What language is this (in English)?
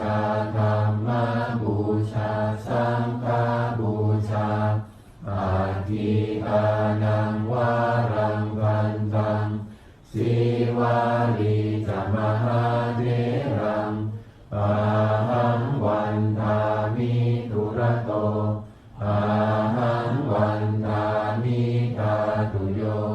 Pali